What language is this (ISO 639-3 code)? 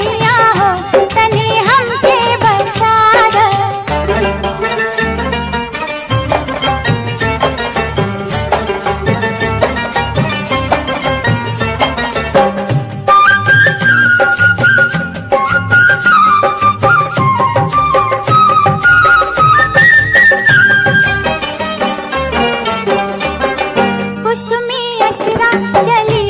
bho